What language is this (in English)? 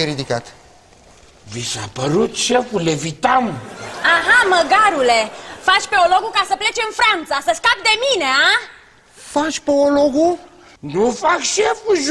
Romanian